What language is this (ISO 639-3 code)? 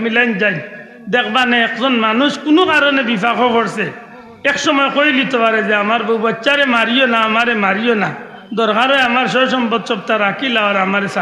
syl